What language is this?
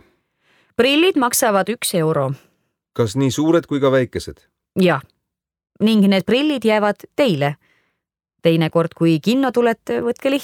Estonian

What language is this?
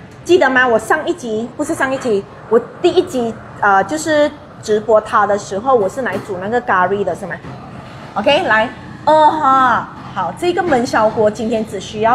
Chinese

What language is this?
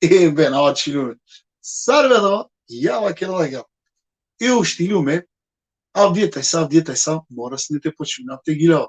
Balkan Romani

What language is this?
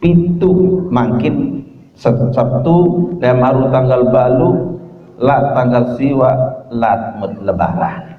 Sasak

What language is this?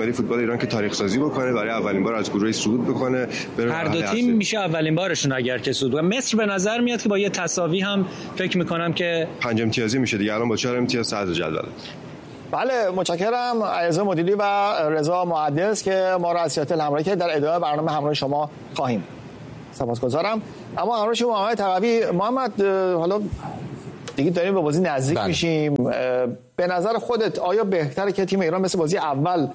Persian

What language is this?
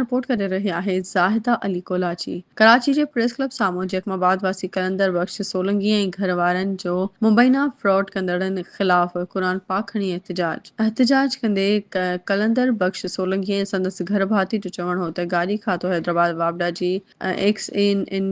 Sindhi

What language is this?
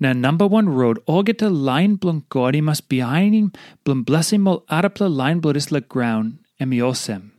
Tok Pisin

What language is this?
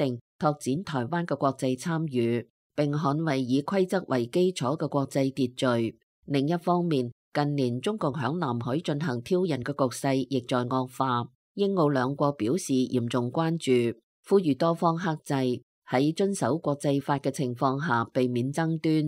Cantonese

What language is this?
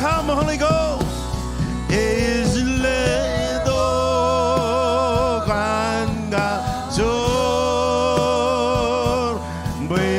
Marshallese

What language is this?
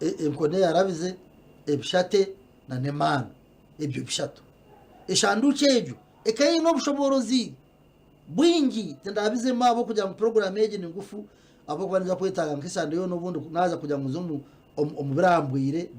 Nyankole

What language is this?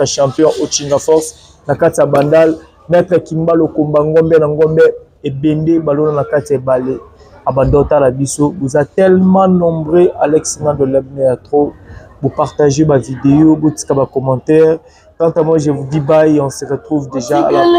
Lingala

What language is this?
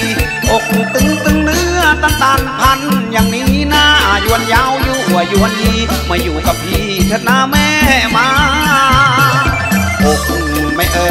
Thai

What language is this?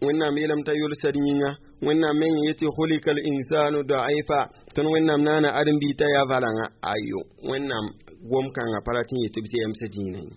Mossi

